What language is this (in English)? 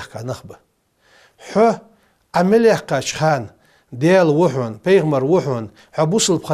Ingush